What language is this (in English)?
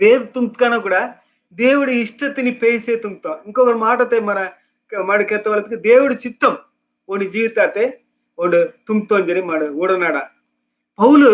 Koya